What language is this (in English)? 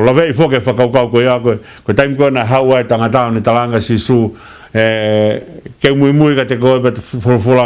Tongan